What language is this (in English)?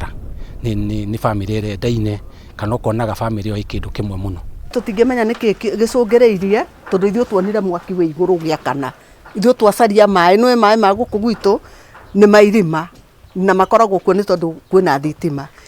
Kikuyu